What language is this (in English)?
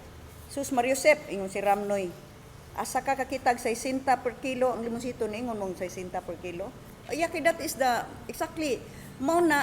Cebuano